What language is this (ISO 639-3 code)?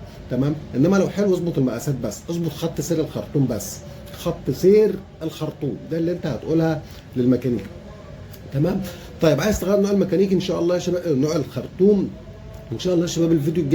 arz